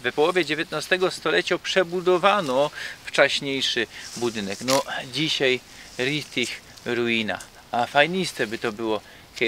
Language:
Silesian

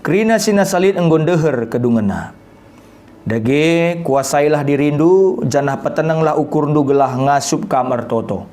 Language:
Batak Karo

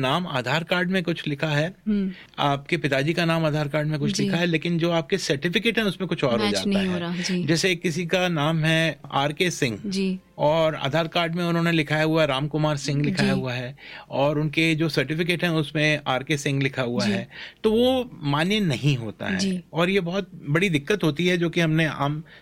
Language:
Hindi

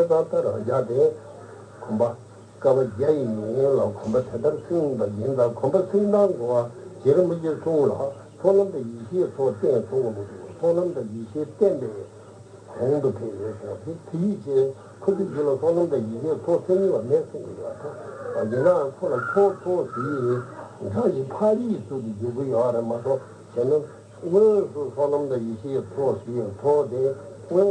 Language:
Tibetan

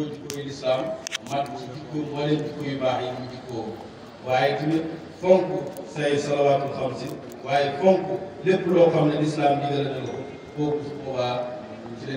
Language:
Wolof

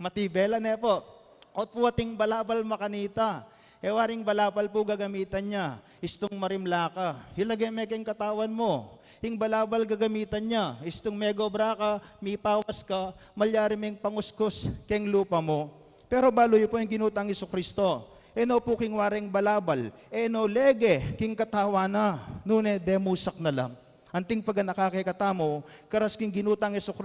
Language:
Pampanga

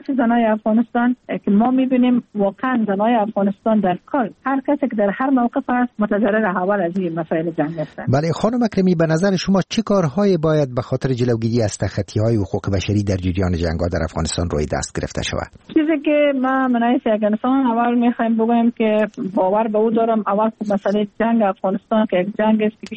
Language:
Persian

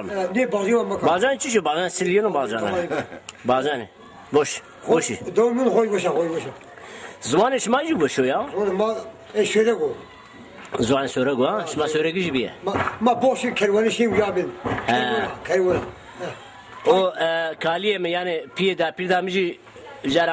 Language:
Zaza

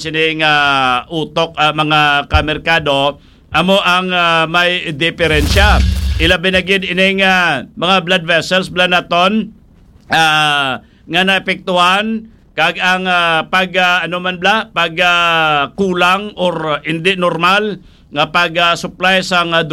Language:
Hiligaynon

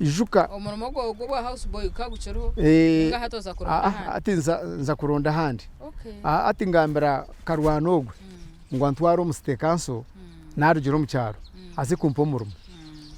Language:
Nyankole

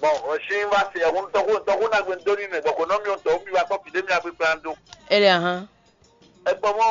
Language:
Fon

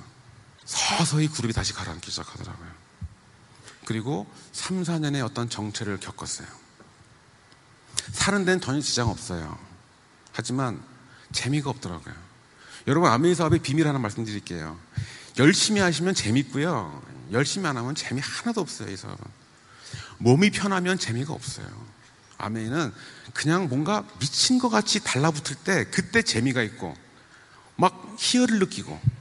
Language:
Korean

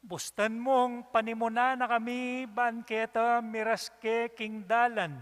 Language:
Pampanga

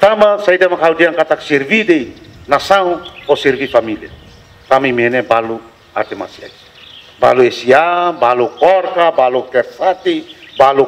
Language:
Tetum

